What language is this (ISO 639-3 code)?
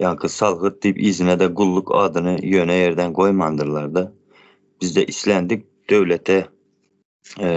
tuk